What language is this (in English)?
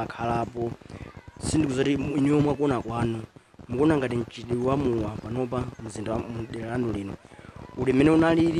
Nyanja